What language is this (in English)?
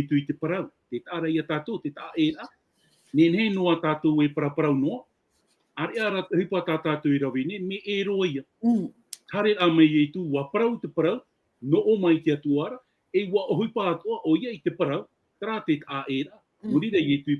Tahitian